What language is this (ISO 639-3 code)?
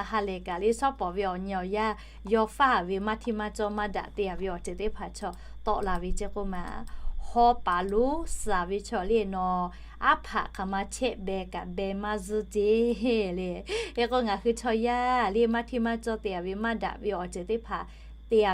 lhu